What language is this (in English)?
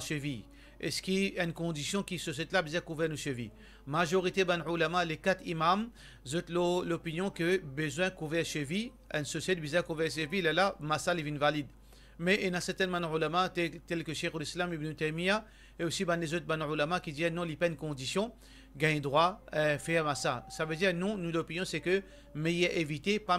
Morisyen